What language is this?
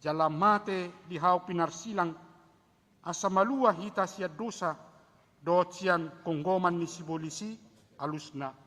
Batak Toba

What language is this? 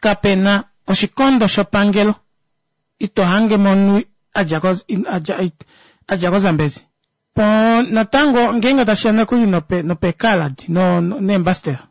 Kuanyama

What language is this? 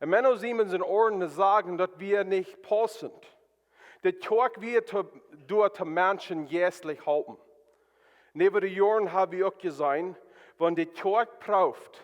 Plautdietsch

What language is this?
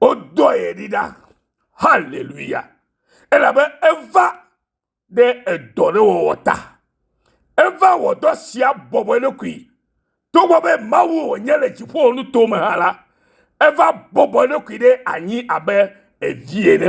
Ewe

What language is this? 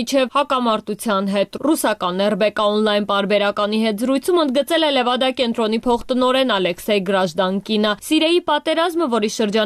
Armenian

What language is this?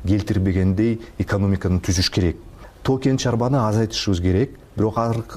Kyrgyz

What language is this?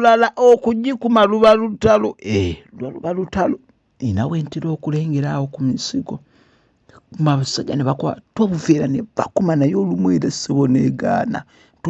Ganda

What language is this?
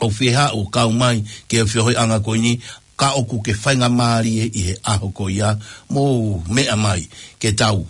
Tongan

